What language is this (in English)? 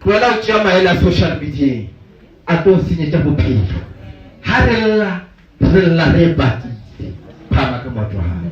Northern Sotho